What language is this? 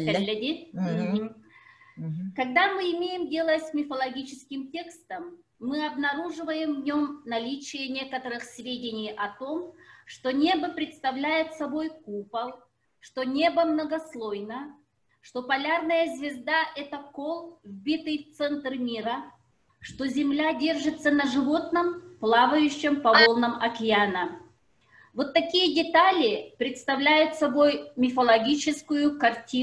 Yakut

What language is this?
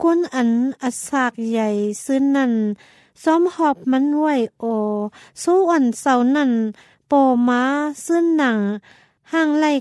Thai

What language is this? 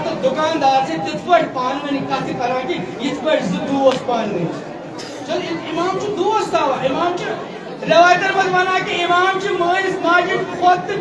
Kashmiri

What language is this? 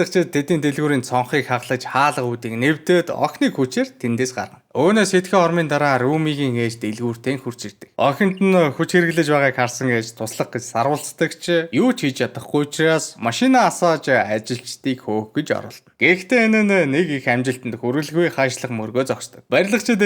Mongolian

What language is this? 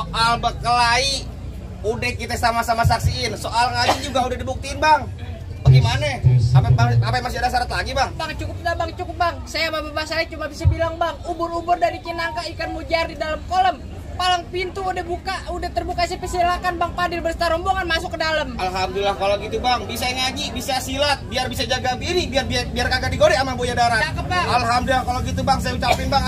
Betawi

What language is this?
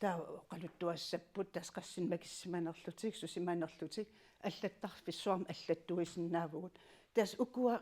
Kalaallisut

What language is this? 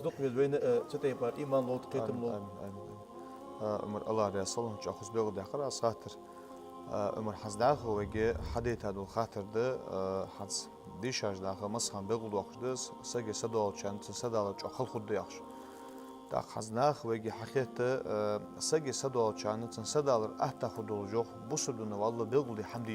Ingush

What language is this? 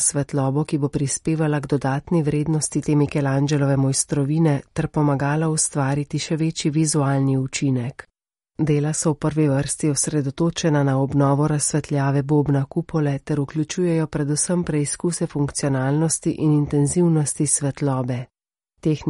Slovenian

